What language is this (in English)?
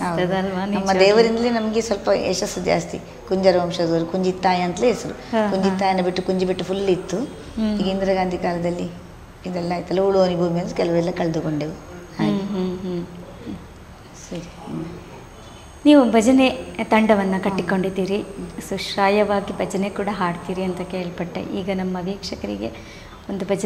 Kannada